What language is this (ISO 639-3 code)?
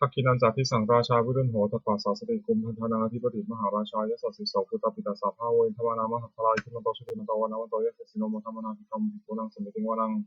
pli